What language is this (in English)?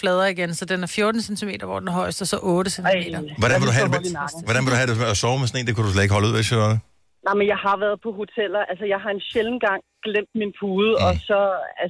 Danish